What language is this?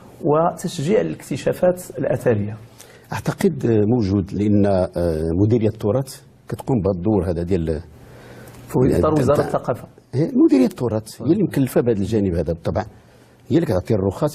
Moroccan Arabic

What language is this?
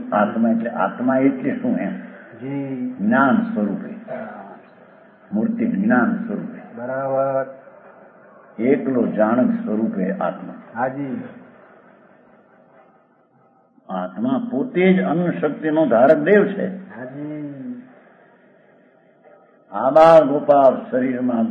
Gujarati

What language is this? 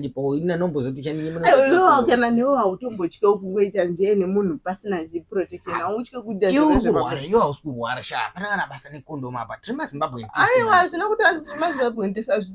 Shona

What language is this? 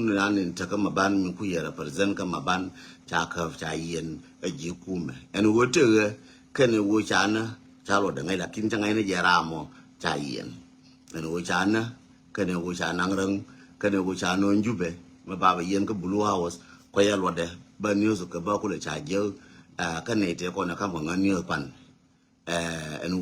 Nuer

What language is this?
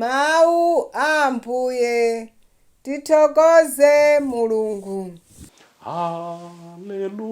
Nyanja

